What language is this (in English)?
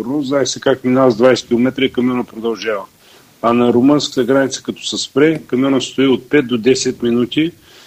Bulgarian